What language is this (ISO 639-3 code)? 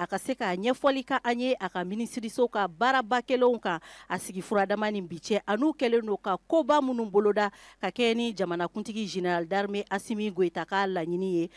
bam